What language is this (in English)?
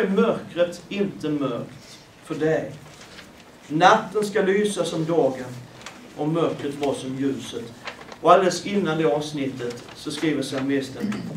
Swedish